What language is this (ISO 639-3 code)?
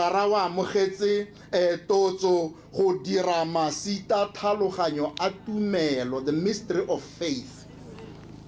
tsn